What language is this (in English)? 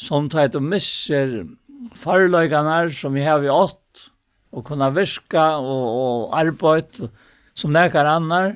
Faroese